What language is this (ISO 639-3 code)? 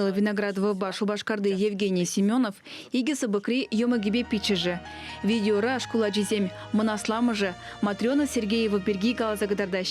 chv